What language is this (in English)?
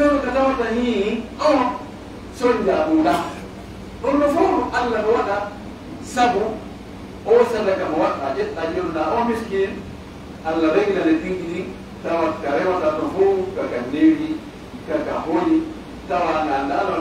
Pular